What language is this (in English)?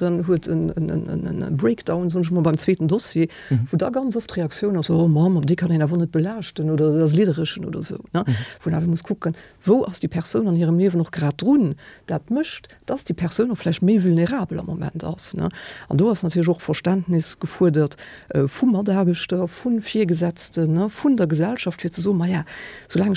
Luxembourgish